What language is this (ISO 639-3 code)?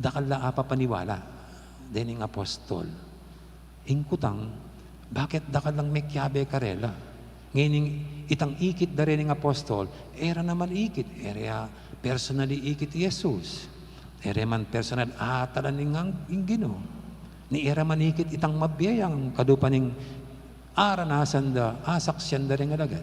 pam